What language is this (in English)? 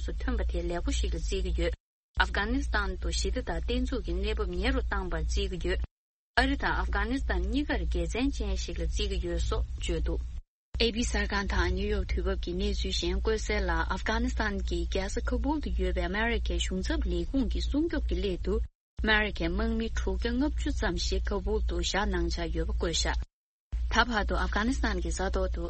Tibetan